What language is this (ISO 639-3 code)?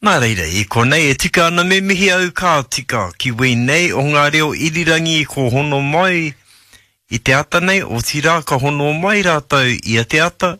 mri